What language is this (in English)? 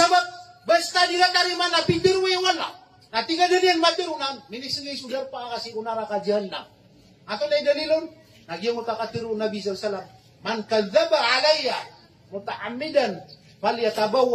Maranao